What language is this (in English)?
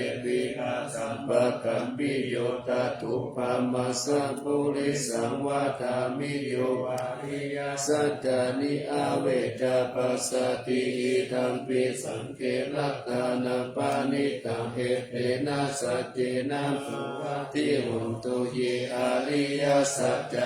Pali